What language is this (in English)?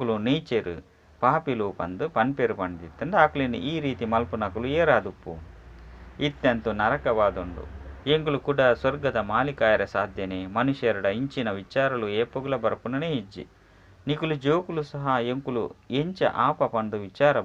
Tulu